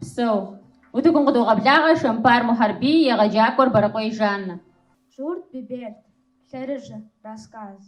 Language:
Kabardian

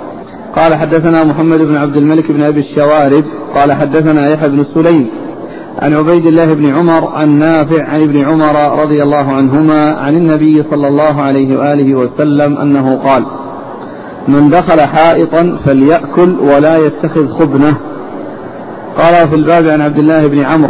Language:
Arabic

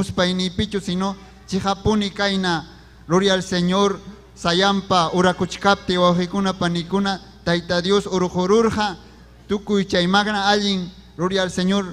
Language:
Ayacucho Quechua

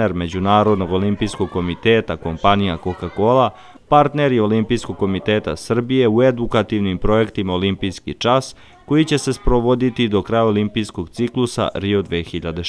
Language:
Serbian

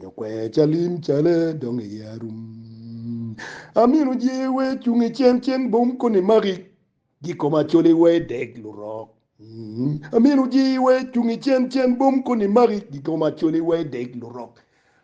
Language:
Acoli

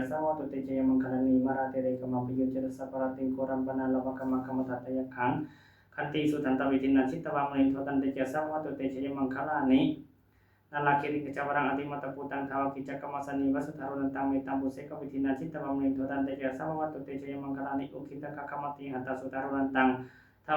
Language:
Pali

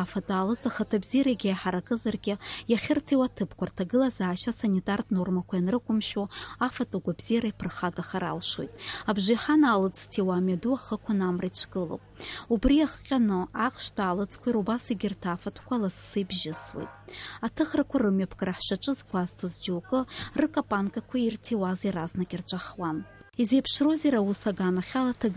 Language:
Abkhazian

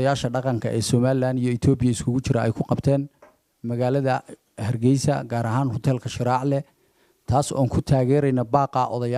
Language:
Somali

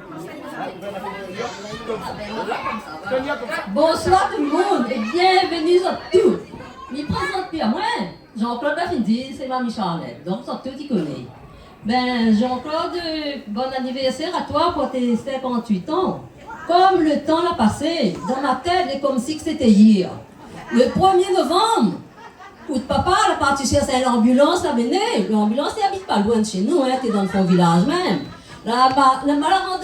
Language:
Réunion Creole French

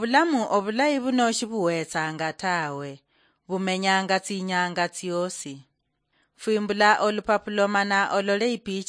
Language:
Luyia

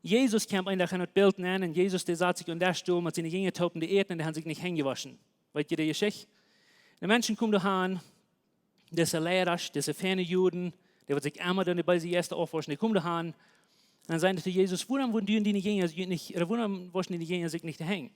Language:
Plautdietsch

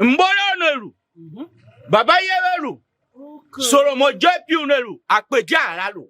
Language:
Tiv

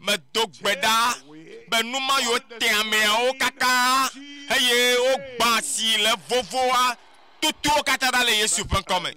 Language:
Ewe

